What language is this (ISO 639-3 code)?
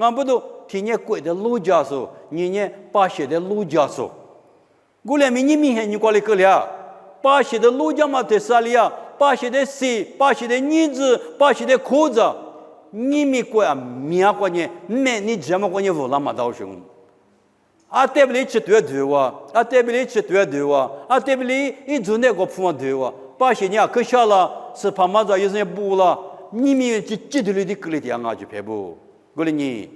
lis